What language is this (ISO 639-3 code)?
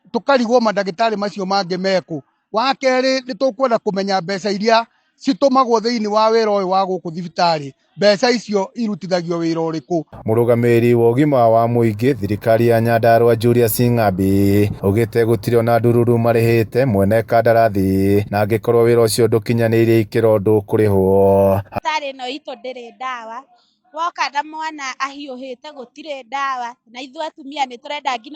kik